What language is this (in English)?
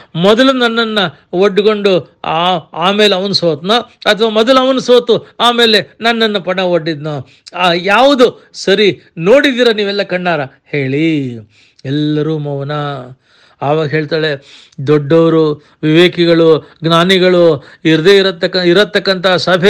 Kannada